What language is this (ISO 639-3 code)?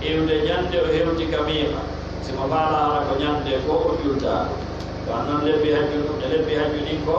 fuf